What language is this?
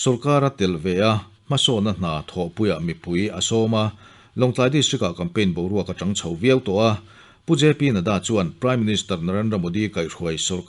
Mizo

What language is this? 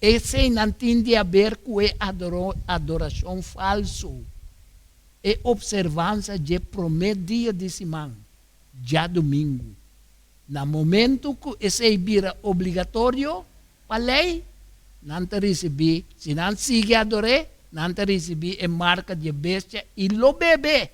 Papiamento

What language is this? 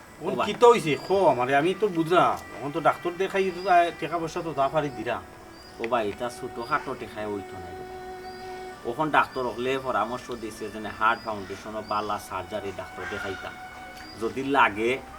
Sylheti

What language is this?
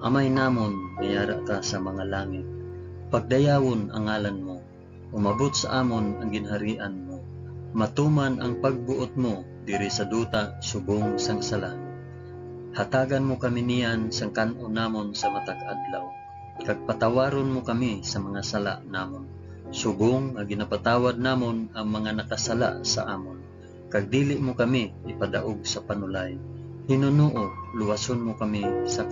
Hiligaynon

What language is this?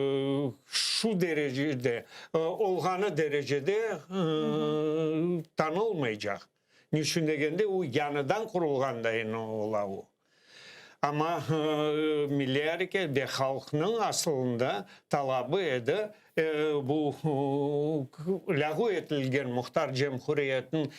Crimean Tatar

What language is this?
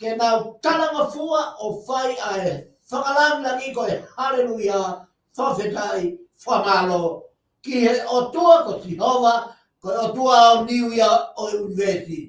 Tongan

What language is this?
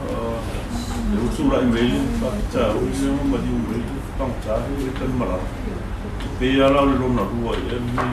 Samoan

